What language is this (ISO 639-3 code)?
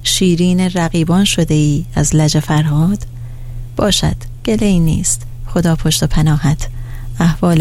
fas